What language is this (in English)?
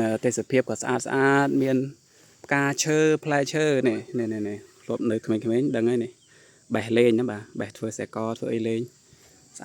Khmer